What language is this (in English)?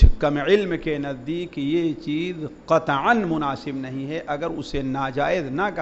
Urdu